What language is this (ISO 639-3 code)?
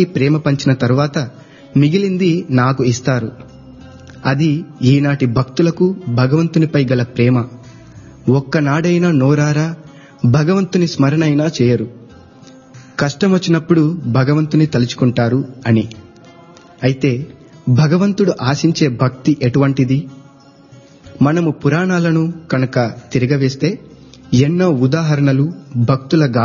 tel